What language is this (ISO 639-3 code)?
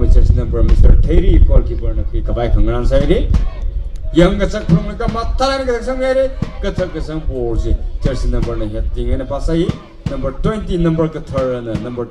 nmf